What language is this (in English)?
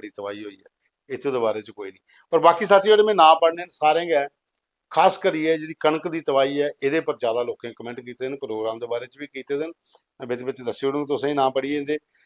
Dogri